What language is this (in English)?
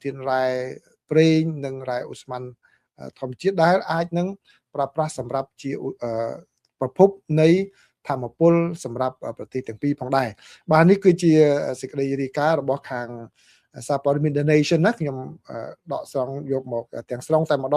Khmer